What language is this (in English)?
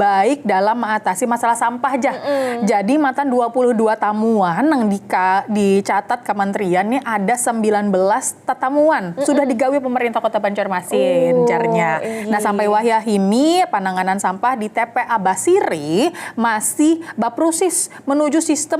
Banjar